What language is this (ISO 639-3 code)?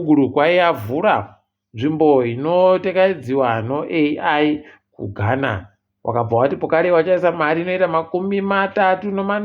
ndc